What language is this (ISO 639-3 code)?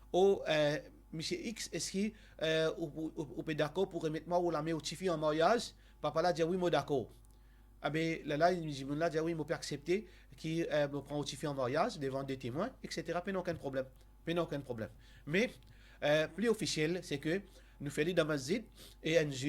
mfe